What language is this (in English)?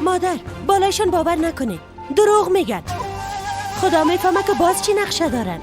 Persian